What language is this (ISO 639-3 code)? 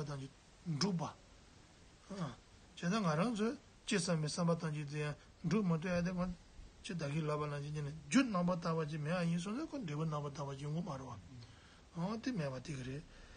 bod